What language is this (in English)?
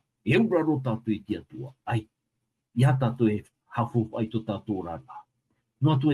Tahitian